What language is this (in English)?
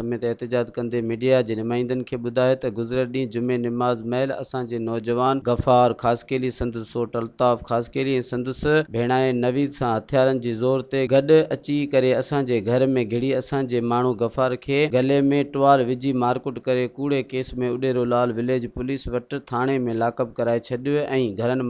Sindhi